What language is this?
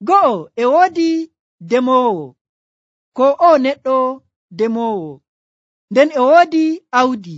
Nigerian Fulfulde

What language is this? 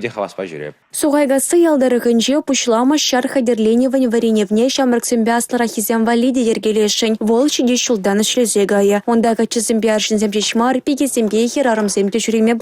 Chuvash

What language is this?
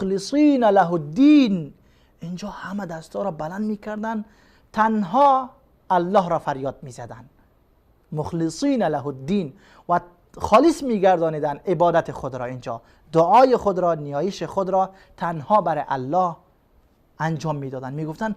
Persian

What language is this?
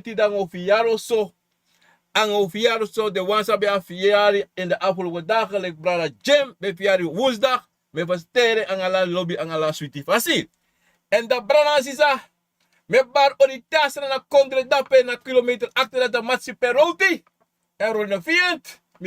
Sranan Tongo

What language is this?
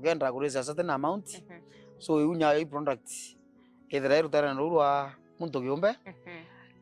Meru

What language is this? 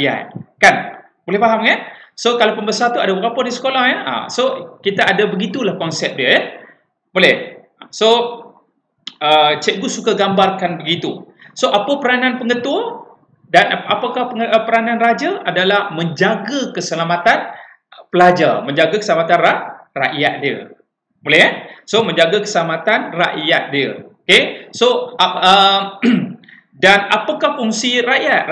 Malay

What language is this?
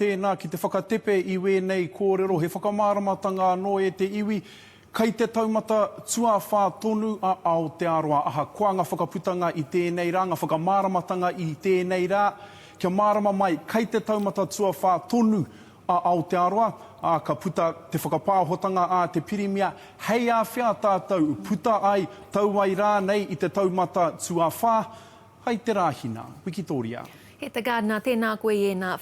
Māori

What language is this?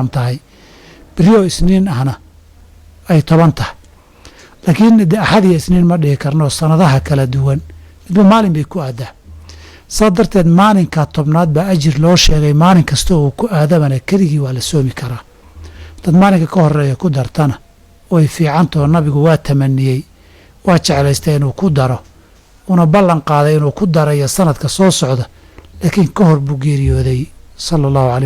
Somali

